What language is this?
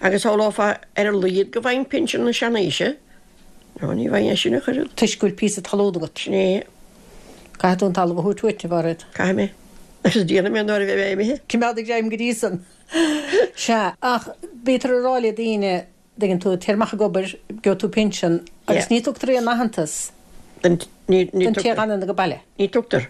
Irish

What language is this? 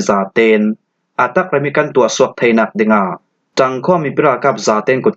Falam Chin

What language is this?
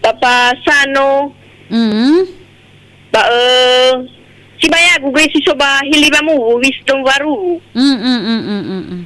Nias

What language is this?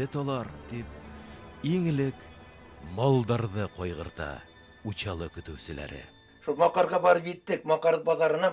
Bashkir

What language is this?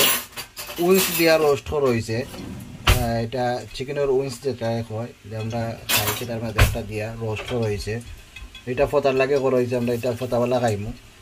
Sylheti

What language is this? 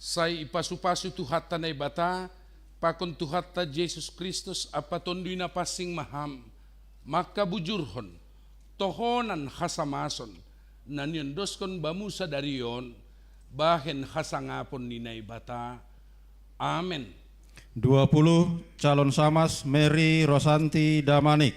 Batak Simalungun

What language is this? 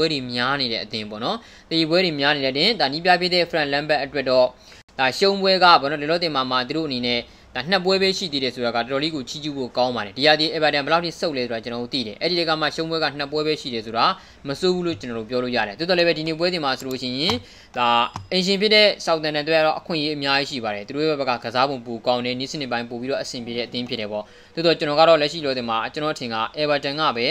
Burmese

